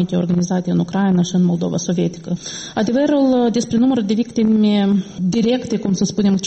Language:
Romanian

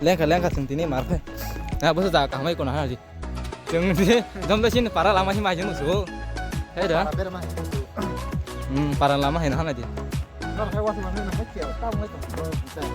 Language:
Kok Borok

